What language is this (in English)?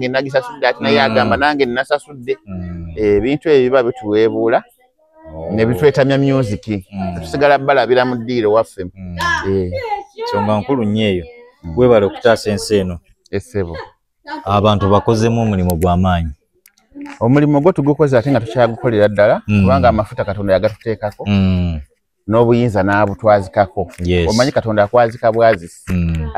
Ganda